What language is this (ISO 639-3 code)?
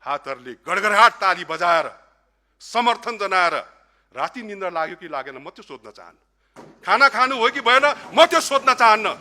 nep